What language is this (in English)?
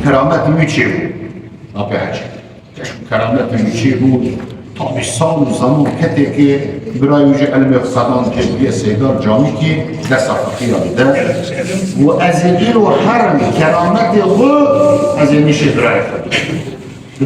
Kurdish